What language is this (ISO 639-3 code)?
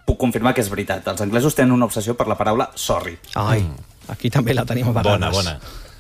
cat